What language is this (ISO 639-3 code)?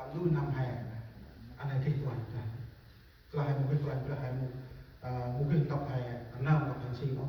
cmo